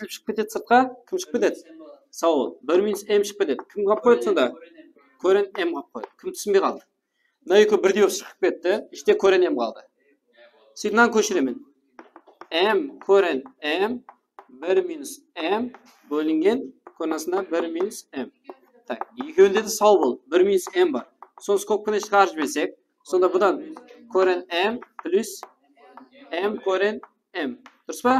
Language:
Kara-Kalpak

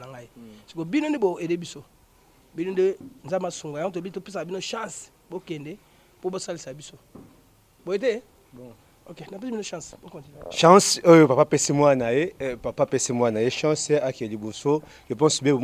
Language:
Lingala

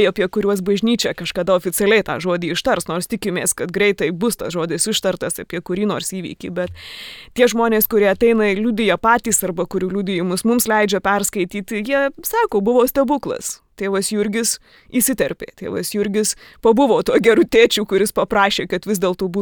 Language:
Lithuanian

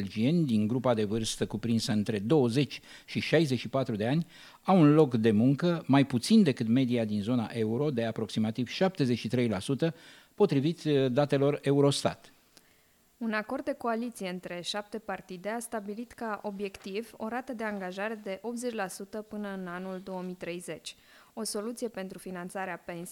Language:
Romanian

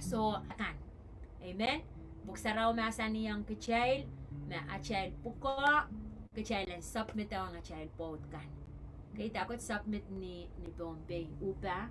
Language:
Pohnpeian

